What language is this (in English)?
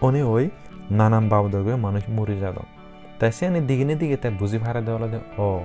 Chakma